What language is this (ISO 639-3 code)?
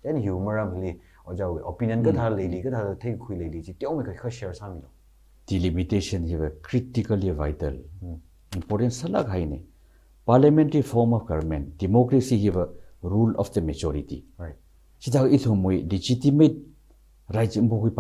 nmf